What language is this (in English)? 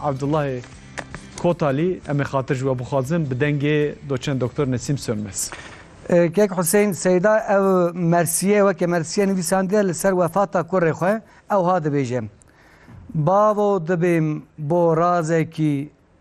Kurdish